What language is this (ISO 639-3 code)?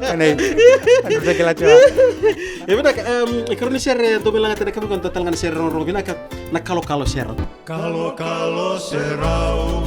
fij